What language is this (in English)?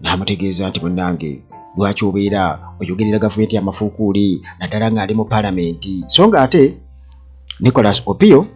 Ganda